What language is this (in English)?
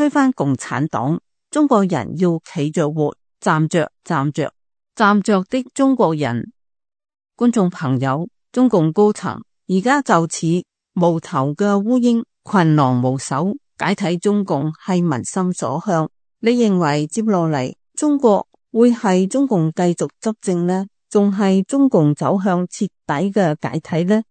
Cantonese